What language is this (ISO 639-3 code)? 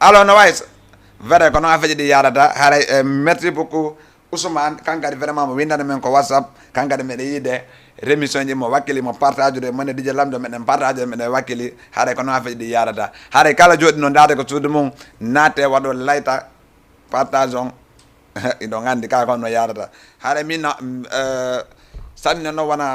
ful